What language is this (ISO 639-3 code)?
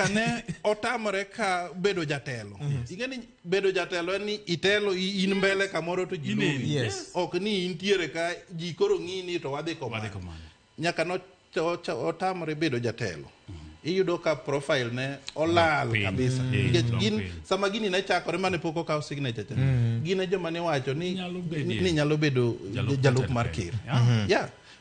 luo